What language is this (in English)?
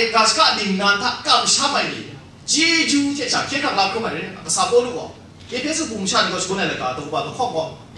Kachin